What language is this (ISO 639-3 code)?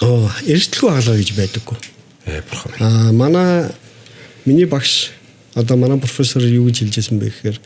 mon